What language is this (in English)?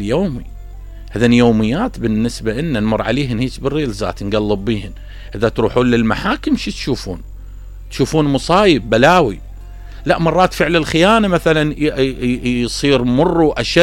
Mesopotamian Arabic